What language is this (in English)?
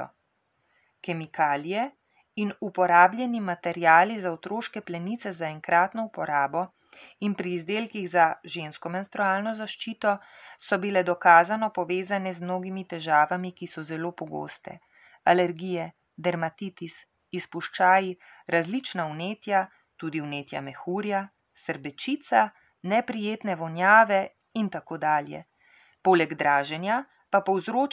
Slovenian